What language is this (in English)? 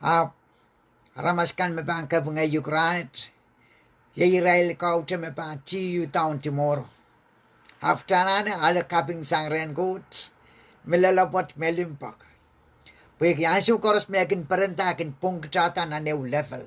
Pohnpeian